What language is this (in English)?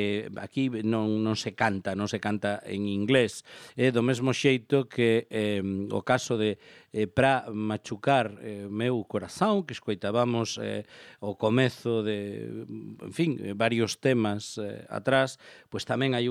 Galician